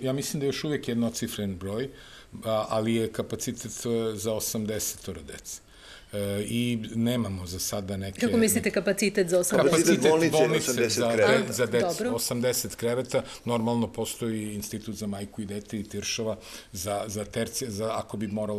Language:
Serbian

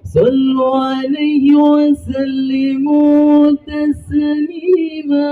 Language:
Betawi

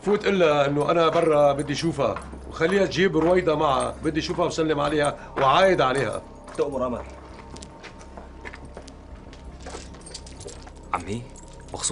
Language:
North Levantine Arabic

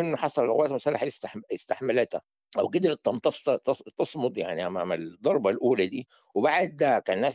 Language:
Sudanese Arabic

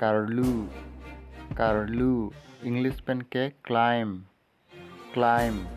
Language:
Karbi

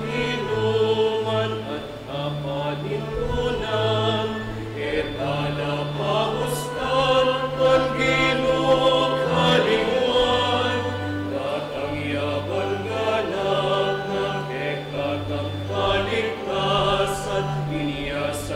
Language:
Pampanga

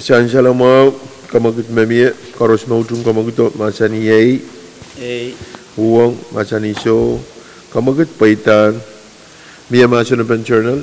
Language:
Pohnpeian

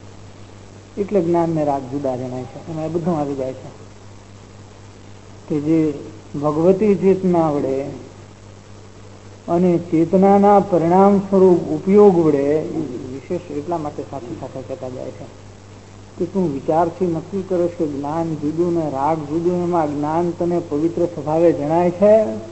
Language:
Gujarati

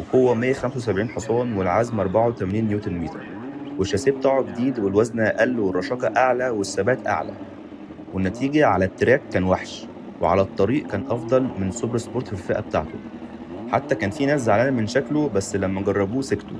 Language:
Egyptian Arabic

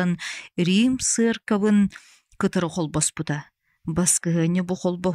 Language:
Yakut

